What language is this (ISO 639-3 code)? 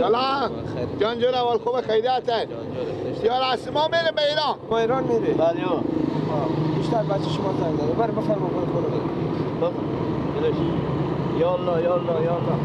fas